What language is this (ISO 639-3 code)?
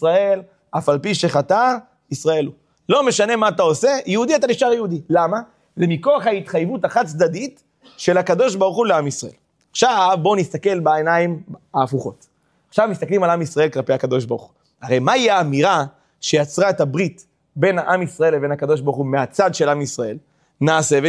heb